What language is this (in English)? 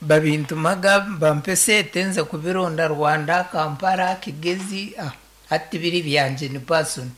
Nyankole